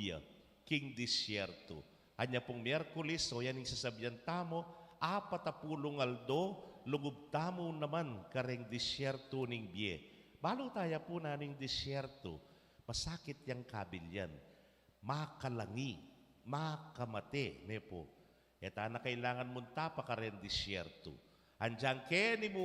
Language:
Pampanga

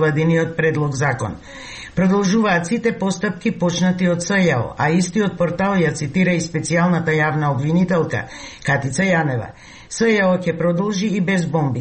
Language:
Macedonian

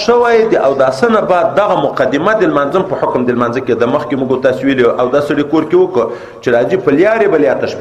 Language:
Pashto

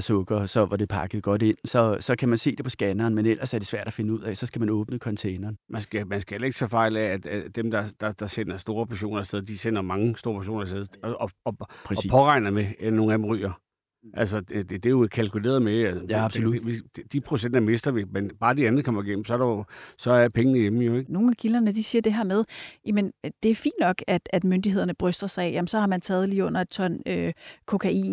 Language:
Danish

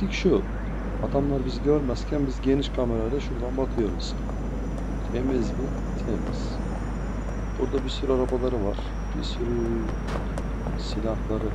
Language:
Turkish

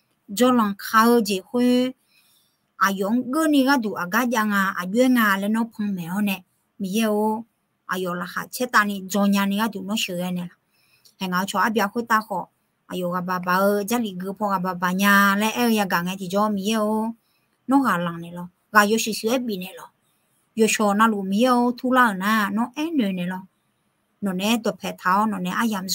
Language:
Akha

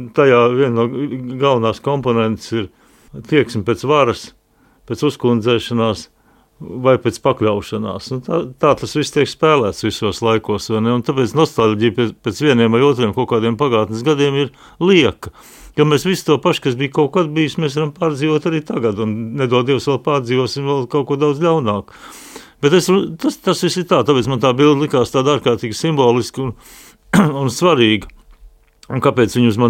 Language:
Latvian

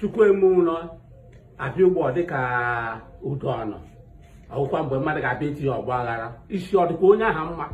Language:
Igbo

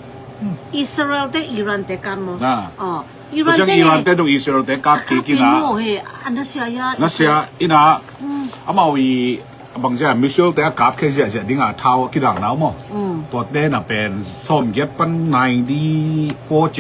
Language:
Tedim Chin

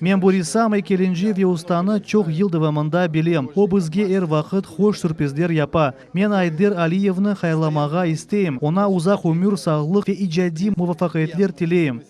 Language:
Crimean Tatar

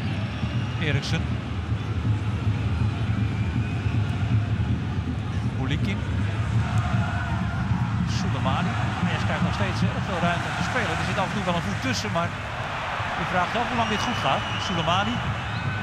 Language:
Dutch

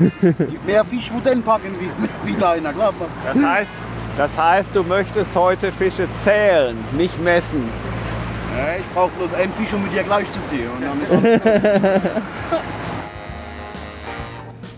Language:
German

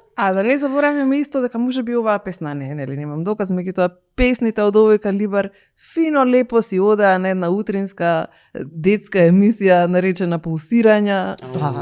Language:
Macedonian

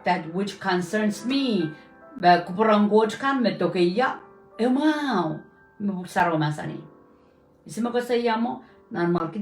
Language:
Pohnpeian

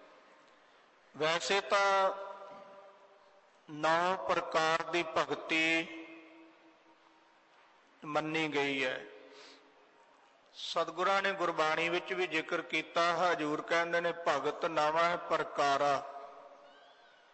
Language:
Punjabi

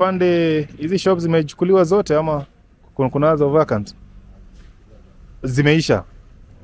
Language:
Swahili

